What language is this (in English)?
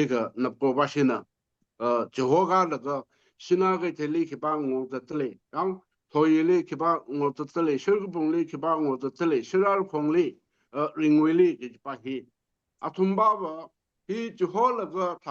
Tangkhul Naga (India)